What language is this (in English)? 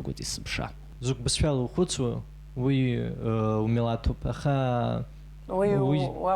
Abkhazian